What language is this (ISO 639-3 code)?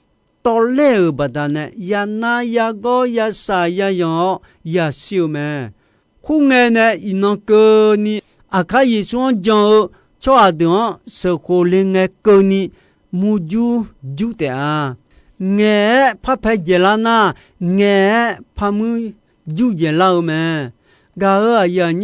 ahk